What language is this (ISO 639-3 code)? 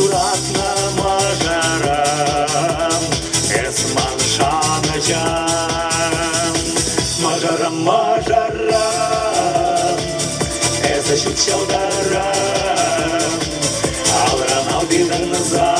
chv